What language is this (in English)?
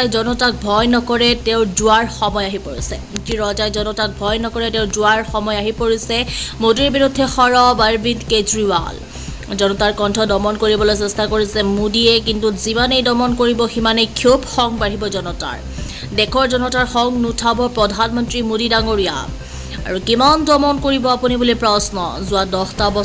Assamese